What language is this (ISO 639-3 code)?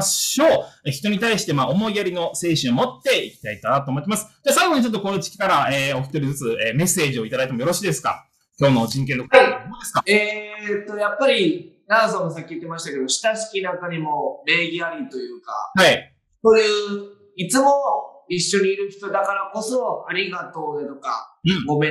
jpn